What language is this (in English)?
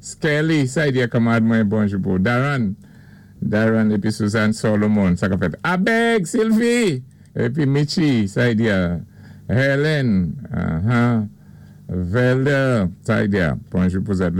Saint Lucian Creole French